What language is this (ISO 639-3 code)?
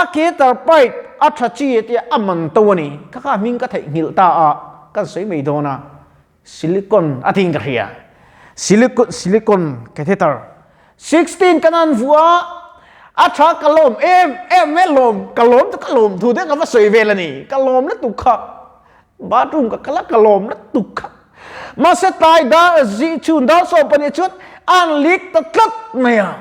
lus